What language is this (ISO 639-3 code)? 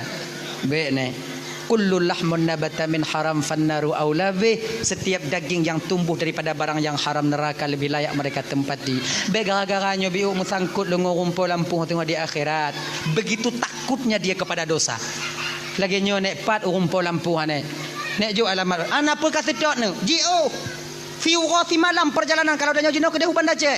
ace